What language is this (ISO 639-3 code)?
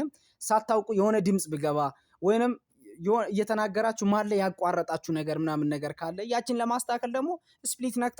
amh